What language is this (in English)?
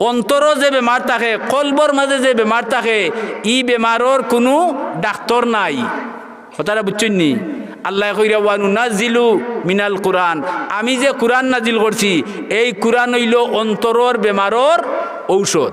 Sylheti